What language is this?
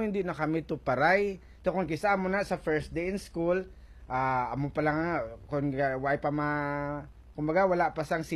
Hiligaynon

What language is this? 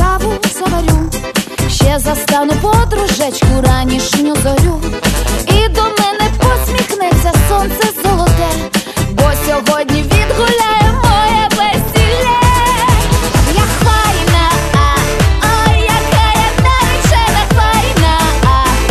Ukrainian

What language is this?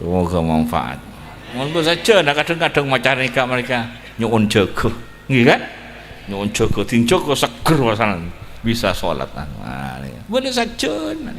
Madurese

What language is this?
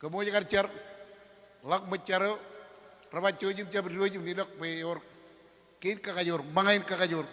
Marshallese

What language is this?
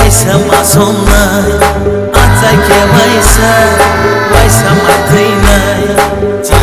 Kok Borok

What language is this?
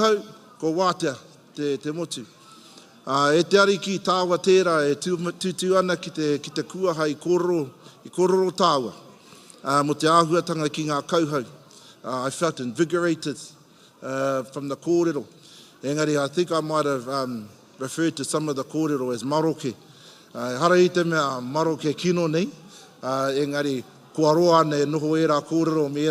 Māori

